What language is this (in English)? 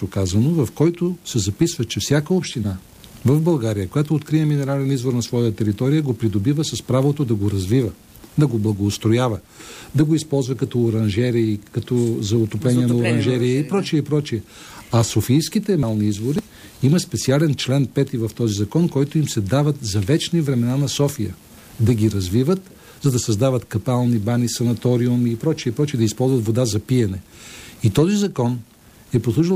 Bulgarian